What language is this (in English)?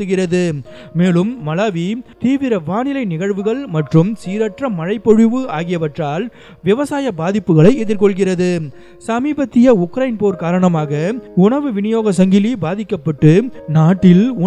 Tamil